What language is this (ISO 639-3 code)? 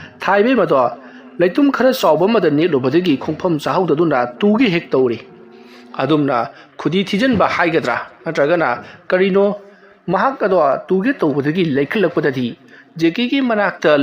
mni